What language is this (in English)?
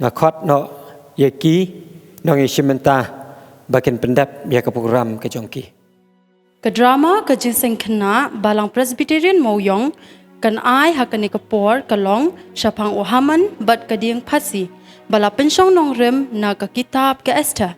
Khasi